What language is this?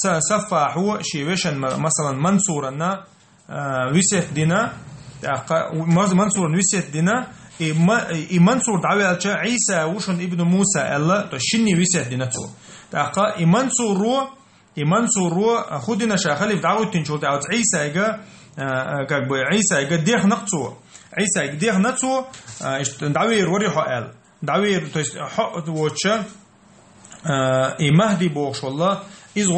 Chechen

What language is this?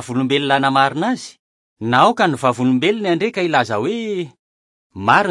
Malagasy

